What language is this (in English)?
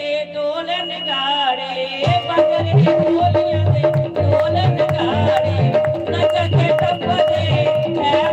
Dogri